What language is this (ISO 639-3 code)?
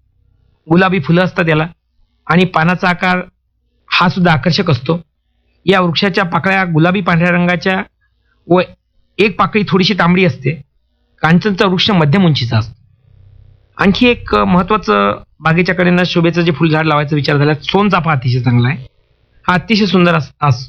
mar